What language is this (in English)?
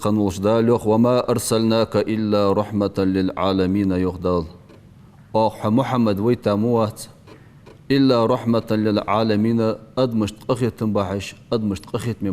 Ingush